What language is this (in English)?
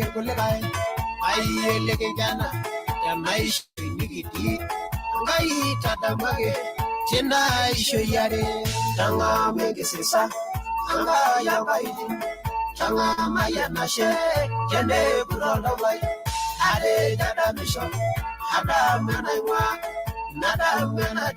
Masai